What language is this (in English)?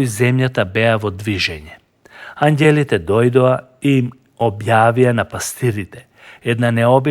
Macedonian